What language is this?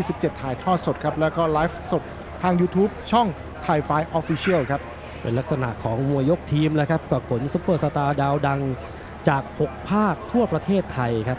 Thai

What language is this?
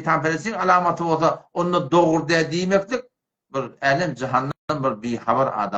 Turkmen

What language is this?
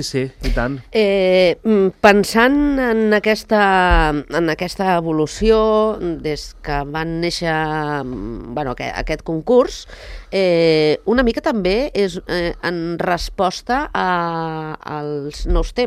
Catalan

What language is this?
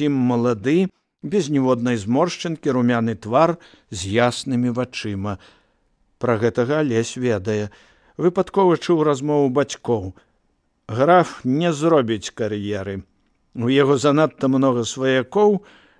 Belarusian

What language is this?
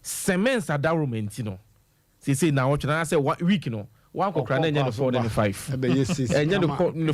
Akan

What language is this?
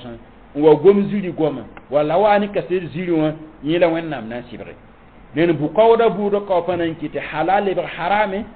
Mossi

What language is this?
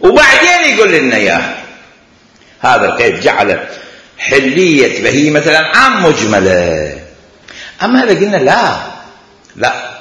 Mesopotamian Arabic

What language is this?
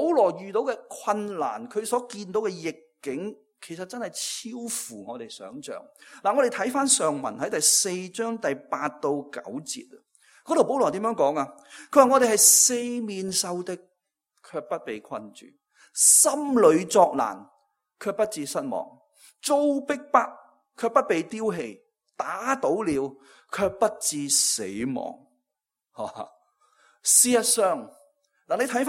Cantonese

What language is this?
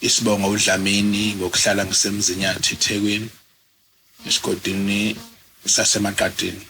Zulu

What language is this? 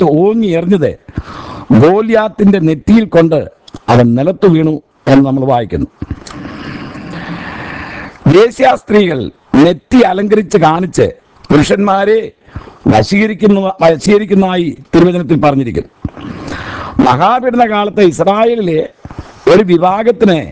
Malayalam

